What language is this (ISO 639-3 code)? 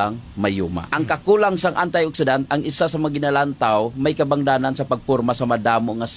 hil